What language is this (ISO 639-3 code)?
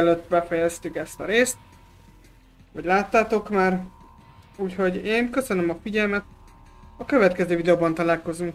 hun